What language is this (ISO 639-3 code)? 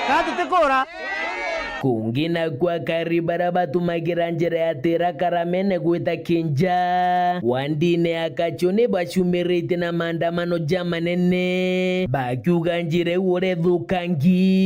mer